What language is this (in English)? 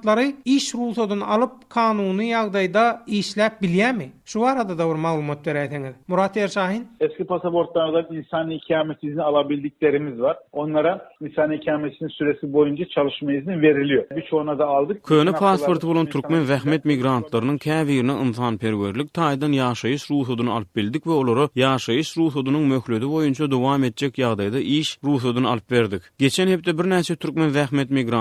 Turkmen